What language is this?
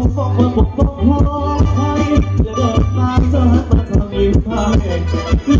Thai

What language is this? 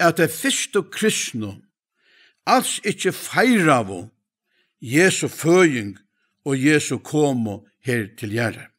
Faroese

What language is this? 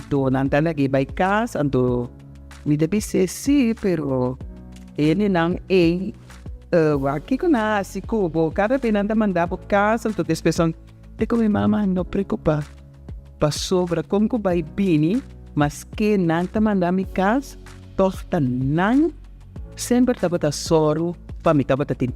Papiamento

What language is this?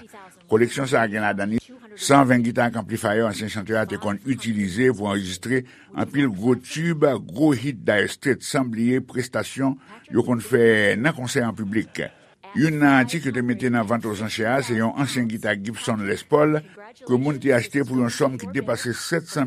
Haitian Creole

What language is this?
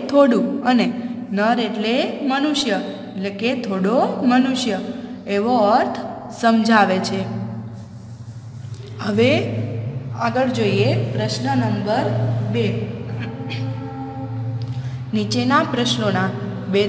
Gujarati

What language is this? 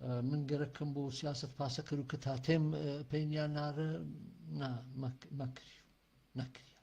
Gurani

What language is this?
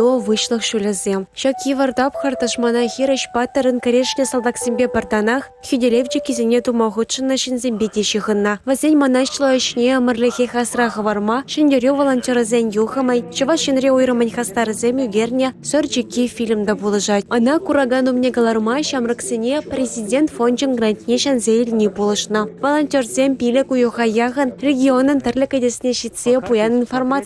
Chuvash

